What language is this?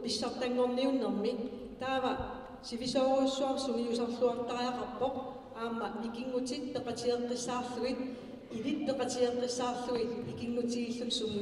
Kalaallisut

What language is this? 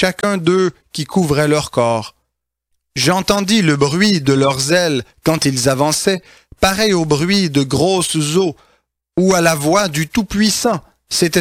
French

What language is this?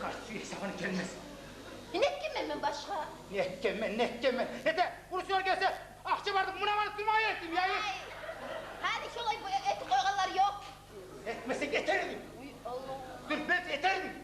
Kumyk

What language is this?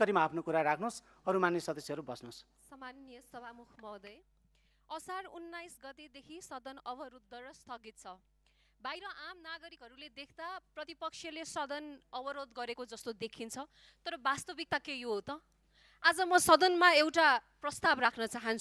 Nepali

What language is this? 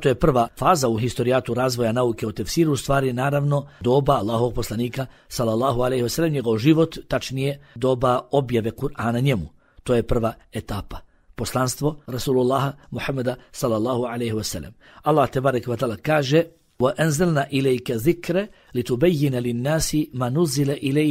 Bosnian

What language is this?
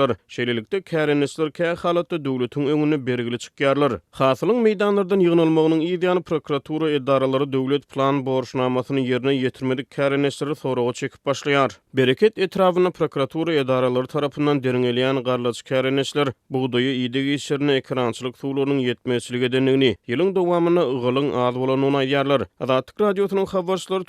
Turkmen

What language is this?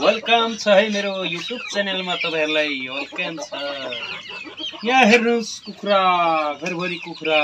Nepali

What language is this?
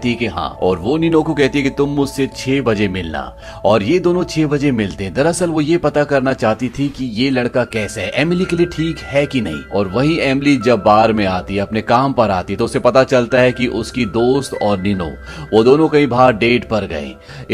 Hindi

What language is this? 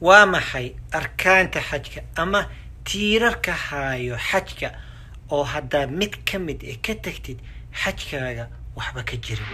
Somali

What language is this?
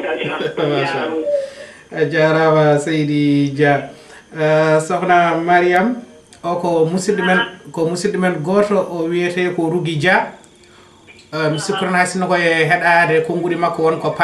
Fula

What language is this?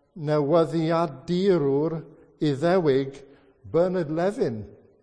Welsh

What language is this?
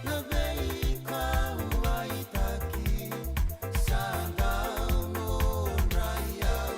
Fijian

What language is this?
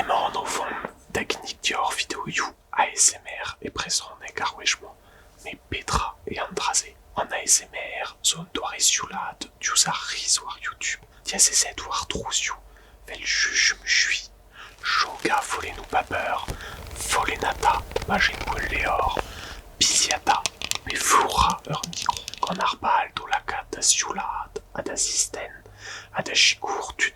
Breton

